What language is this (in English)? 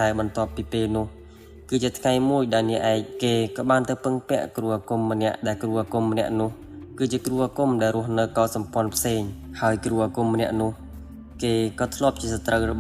Khmer